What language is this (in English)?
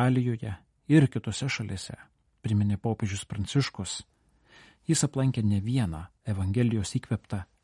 Lithuanian